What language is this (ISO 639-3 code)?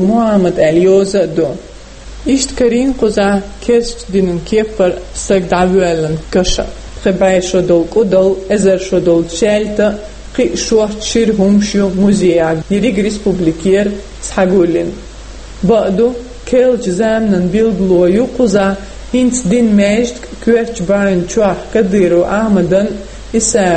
che